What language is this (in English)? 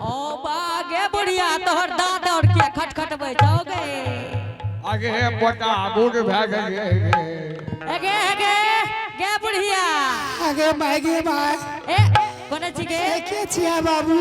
Angika